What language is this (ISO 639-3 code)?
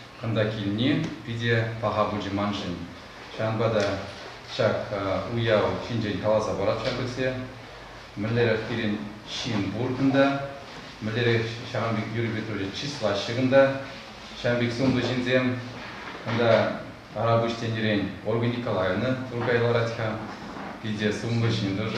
chv